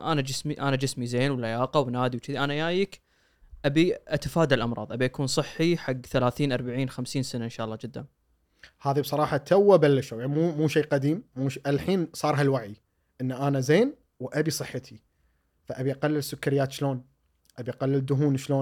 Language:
Gulf Arabic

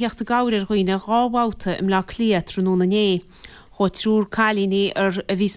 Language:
Irish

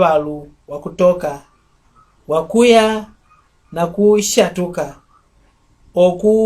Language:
Mbunda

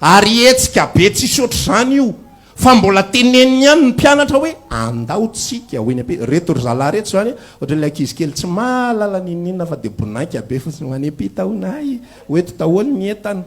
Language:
Malagasy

